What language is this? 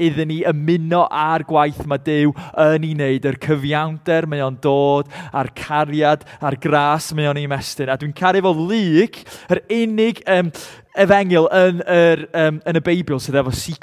Welsh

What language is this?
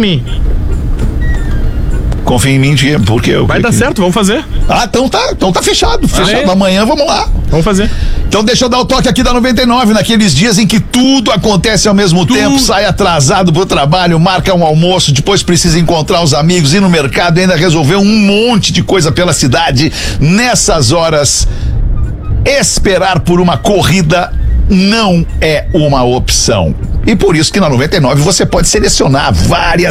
Portuguese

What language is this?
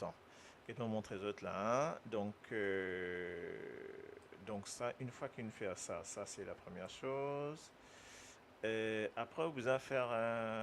Morisyen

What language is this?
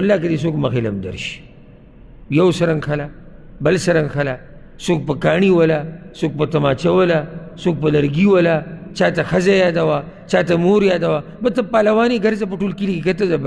Pashto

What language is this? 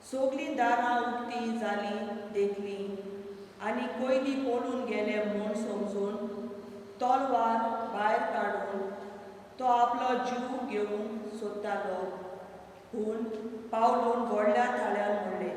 Konkani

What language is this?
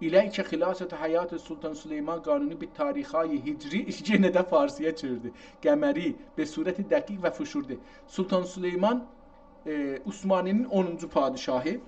South Azerbaijani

